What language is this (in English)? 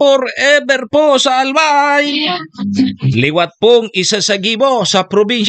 Bikol